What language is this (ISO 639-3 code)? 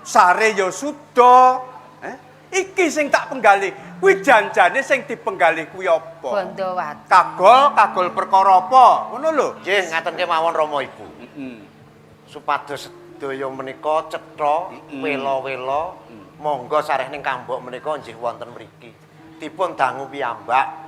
jav